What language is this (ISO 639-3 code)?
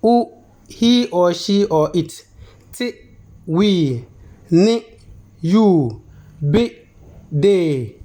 xon